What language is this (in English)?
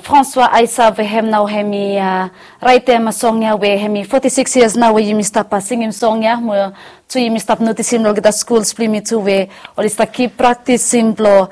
Bislama